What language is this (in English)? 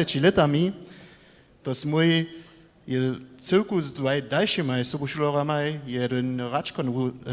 Upper Sorbian